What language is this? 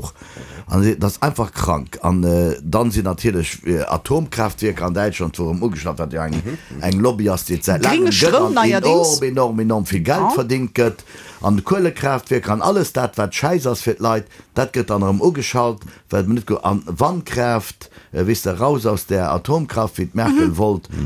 Luxembourgish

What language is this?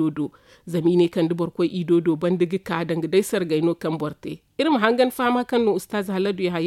Zarma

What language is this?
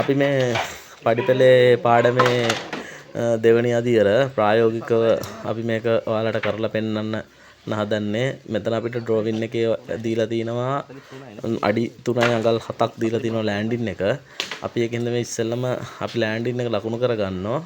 Sinhala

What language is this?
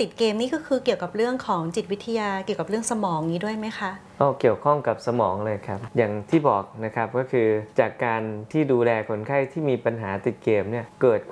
Thai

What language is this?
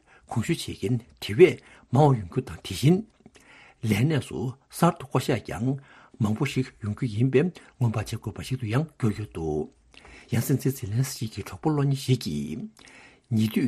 Tibetan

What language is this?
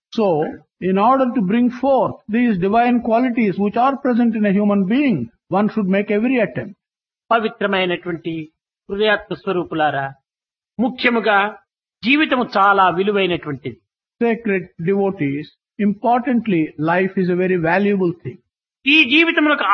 Telugu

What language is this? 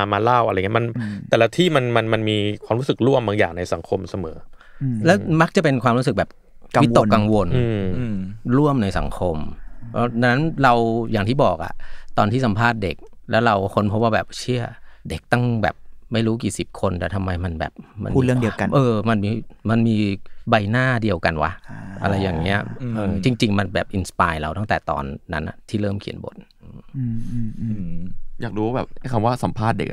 Thai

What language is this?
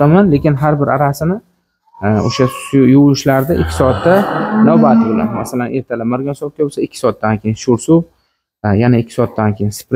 Uzbek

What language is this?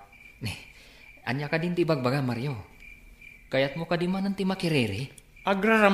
Iloko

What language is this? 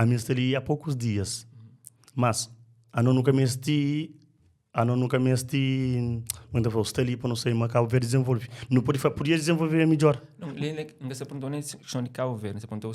Kabuverdianu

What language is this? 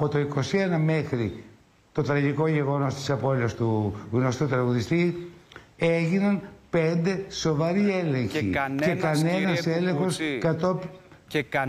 Greek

